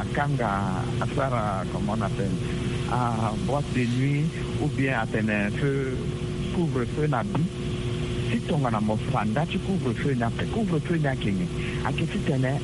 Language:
Sango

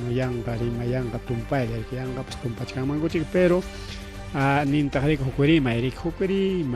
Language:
Ayacucho Quechua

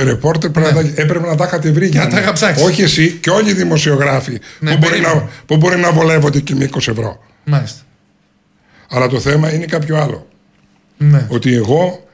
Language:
Greek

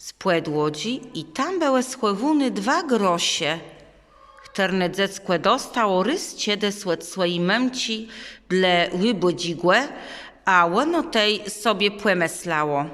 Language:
Kashubian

